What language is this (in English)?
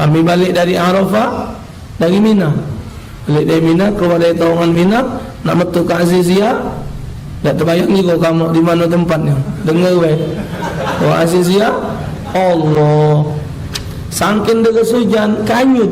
Musi